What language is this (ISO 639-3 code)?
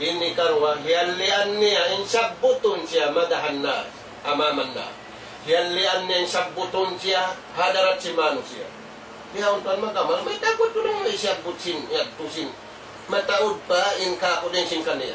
tsg